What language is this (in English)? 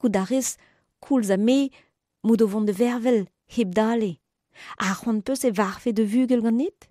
Breton